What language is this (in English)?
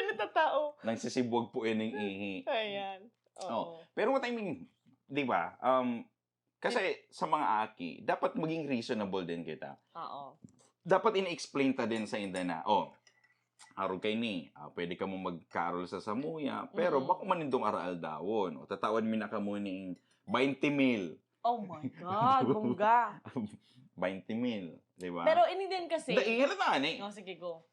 Bikol